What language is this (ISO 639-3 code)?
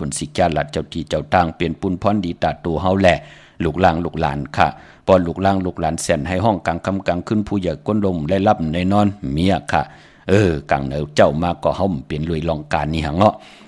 shn